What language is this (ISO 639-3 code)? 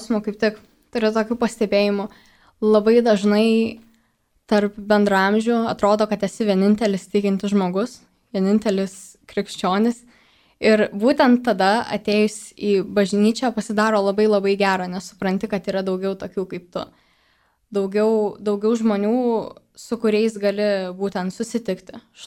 lit